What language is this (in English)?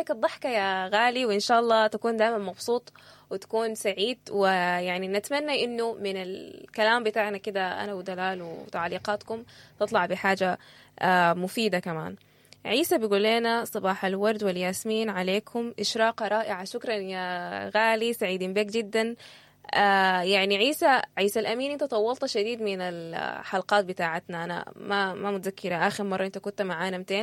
Sudanese Arabic